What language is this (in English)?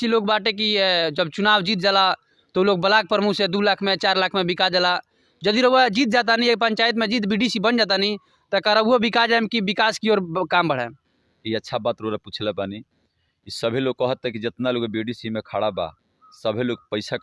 Bhojpuri